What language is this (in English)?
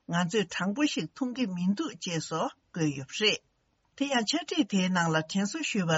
Tibetan